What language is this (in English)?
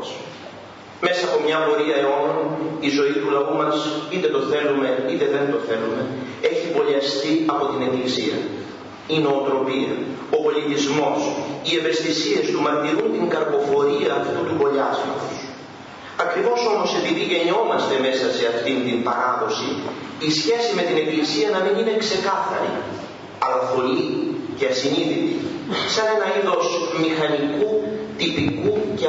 Greek